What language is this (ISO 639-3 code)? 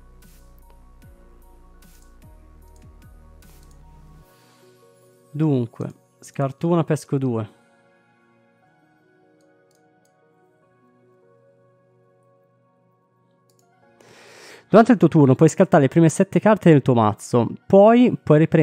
ita